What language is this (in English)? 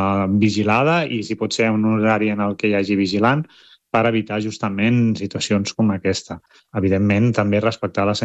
Catalan